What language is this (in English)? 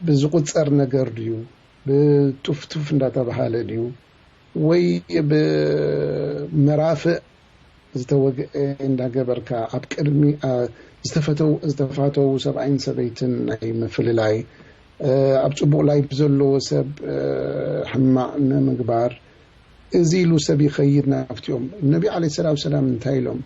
Tigrinya